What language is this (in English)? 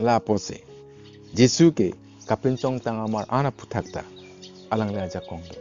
Karbi